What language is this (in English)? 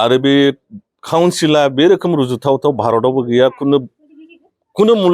Bodo